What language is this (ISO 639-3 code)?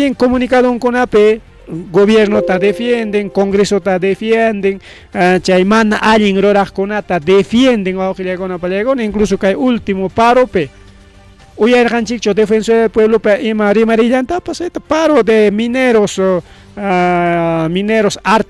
quy